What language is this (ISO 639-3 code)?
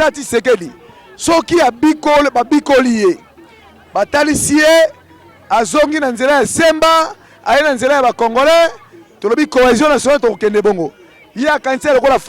lin